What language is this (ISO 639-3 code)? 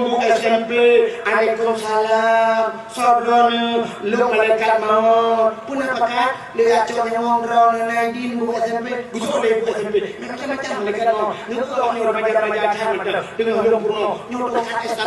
ace